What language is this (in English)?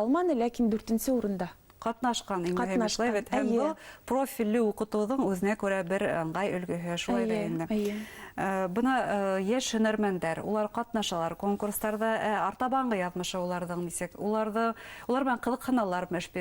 Bashkir